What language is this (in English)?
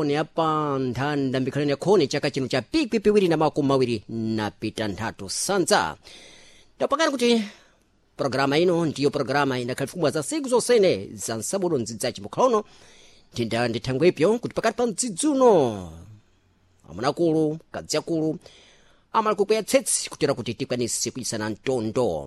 Sena